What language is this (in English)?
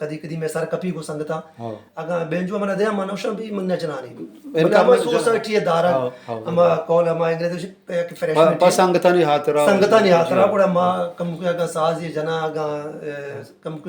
Baluchi